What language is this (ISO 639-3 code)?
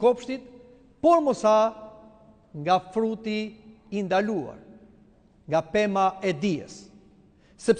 sqi